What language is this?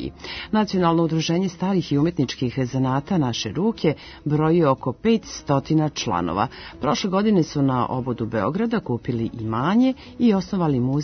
Serbian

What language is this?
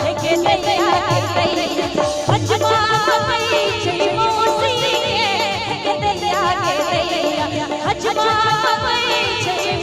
Maithili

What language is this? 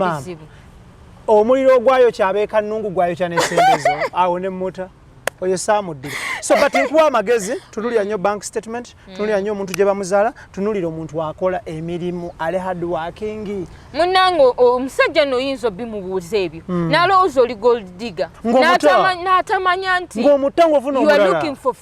Ganda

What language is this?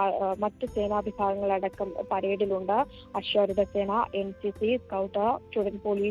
Malayalam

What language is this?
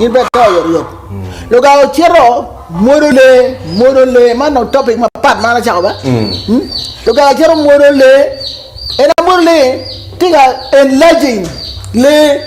Acoli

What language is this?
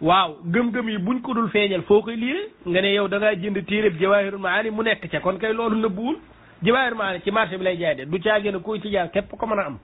Wolof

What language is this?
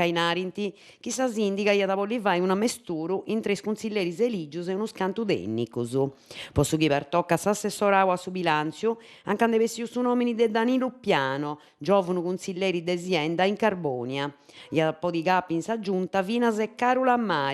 Sardinian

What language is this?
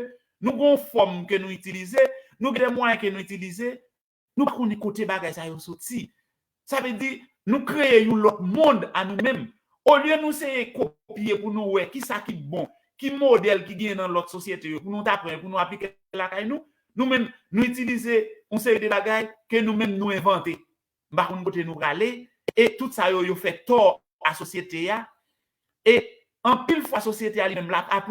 Haitian Creole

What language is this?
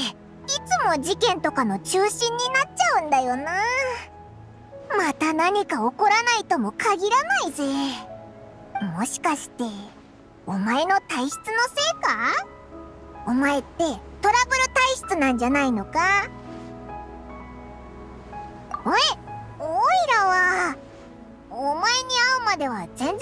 Japanese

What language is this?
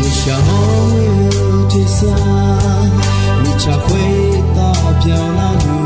Akha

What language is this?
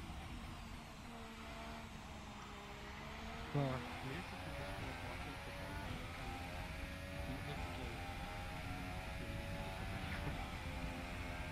Afrikaans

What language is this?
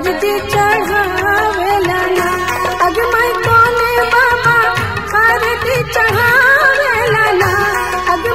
Bhojpuri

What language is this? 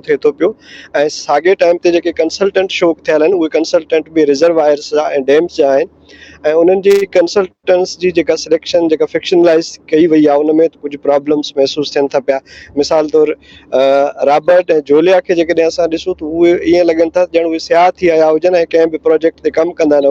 Sindhi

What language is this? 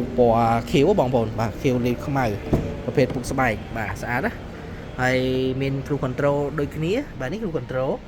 Khmer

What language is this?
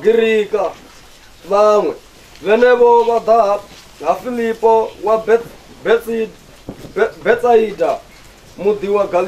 Venda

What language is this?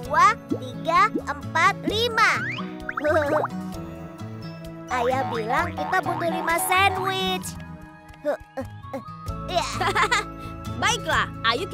Indonesian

